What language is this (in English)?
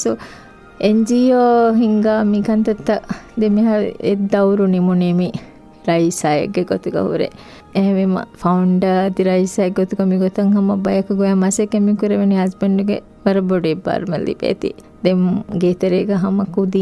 Divehi